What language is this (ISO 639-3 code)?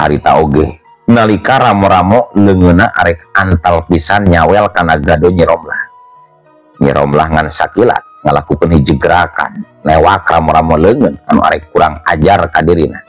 sun